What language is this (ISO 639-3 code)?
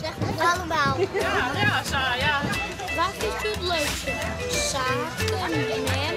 fry